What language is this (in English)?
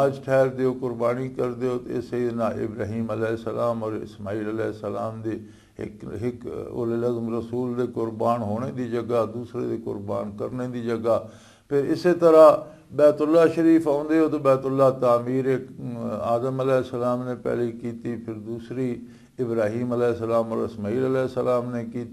Western Panjabi